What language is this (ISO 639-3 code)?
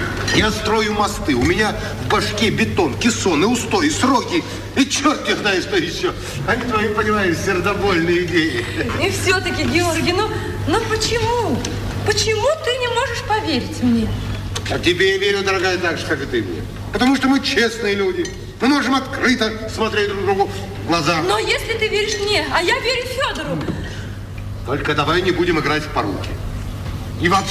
rus